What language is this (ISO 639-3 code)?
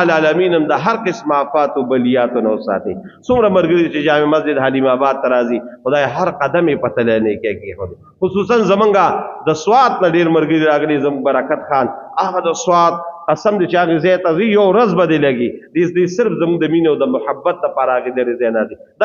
pus